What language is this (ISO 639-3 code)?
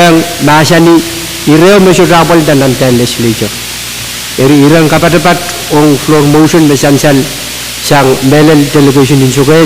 pon